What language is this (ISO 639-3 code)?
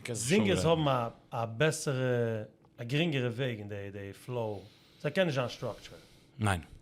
yid